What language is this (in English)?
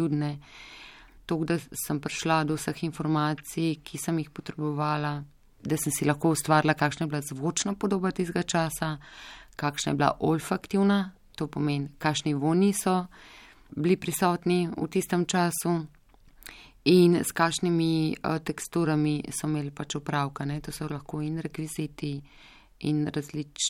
Slovenian